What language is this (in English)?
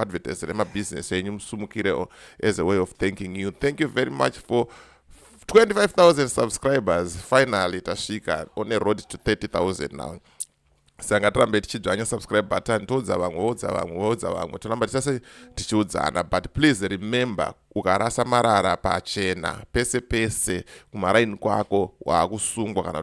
Shona